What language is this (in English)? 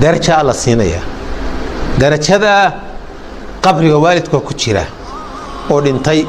Somali